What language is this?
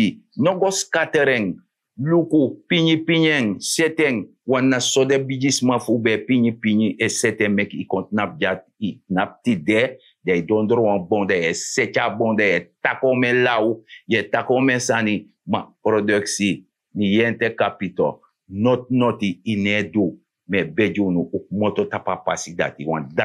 Sranan Tongo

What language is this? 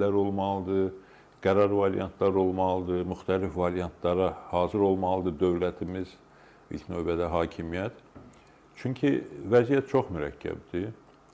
Azerbaijani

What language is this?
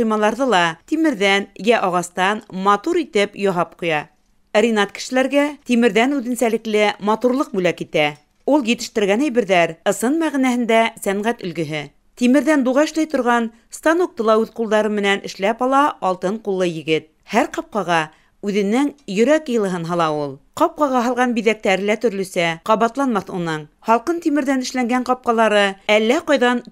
Bashkir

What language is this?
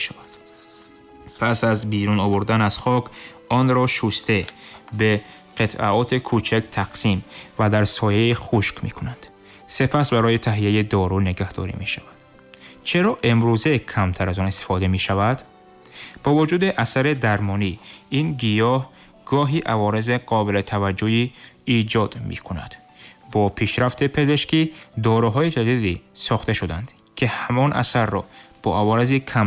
Persian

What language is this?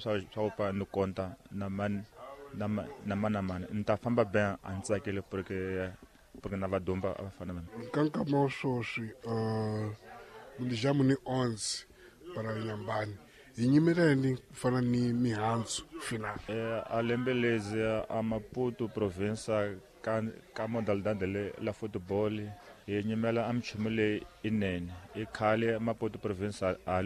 Tsonga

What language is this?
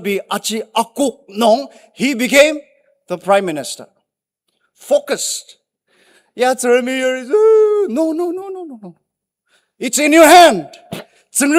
Ao Naga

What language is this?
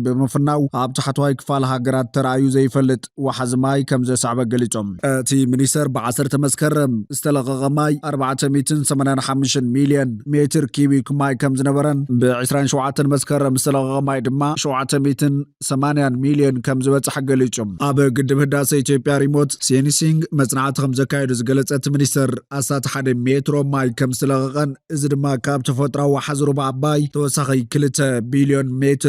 Tigrinya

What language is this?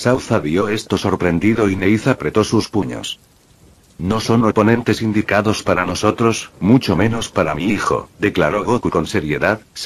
Spanish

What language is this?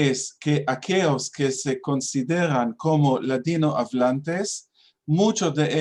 Ladino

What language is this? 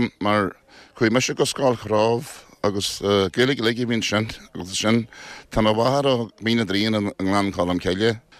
Irish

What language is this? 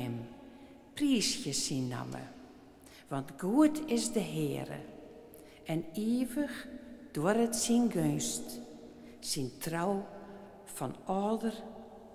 Western Frisian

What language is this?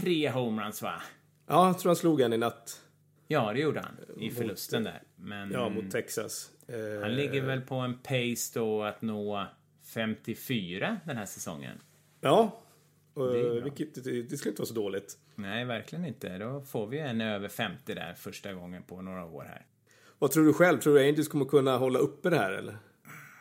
Swedish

